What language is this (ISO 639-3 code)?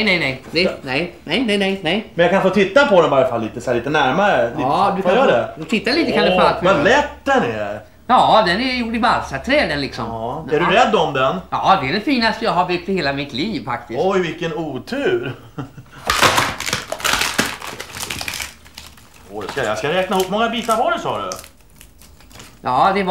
swe